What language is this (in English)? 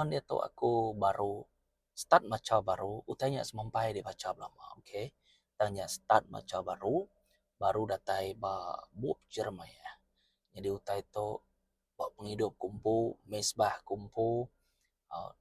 Iban